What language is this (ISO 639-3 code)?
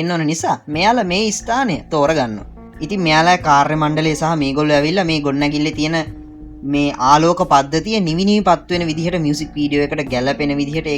sin